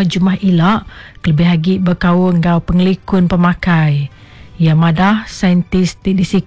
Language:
Iban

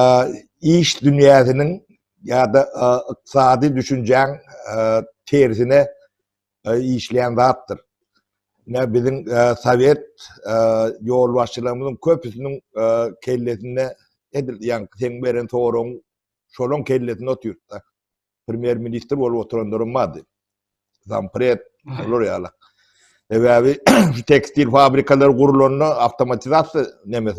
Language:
Turkmen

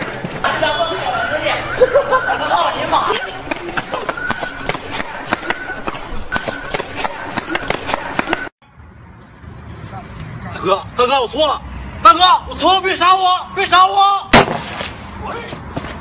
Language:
Chinese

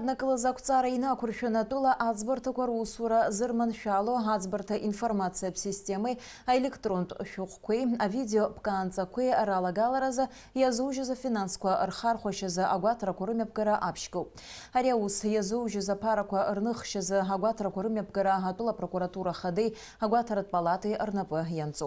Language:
Abkhazian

